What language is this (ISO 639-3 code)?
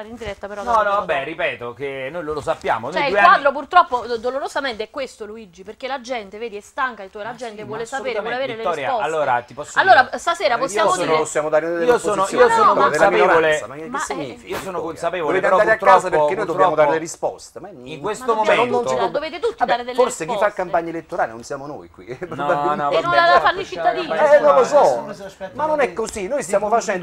ita